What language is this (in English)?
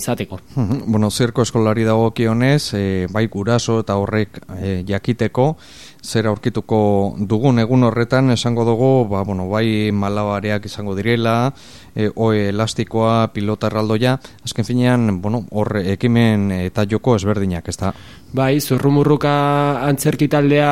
Basque